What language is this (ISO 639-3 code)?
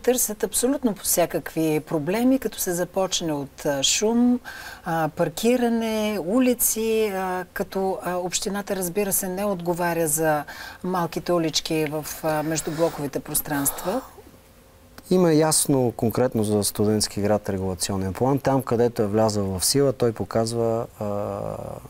bul